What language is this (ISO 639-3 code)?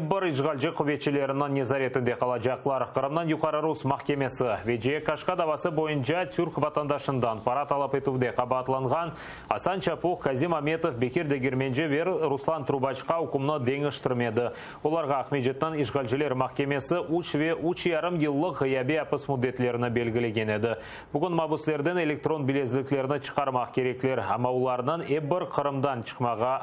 crh